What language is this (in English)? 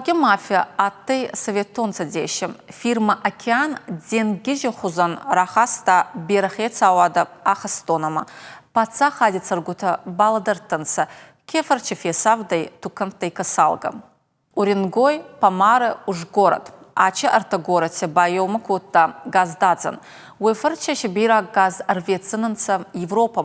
Ossetic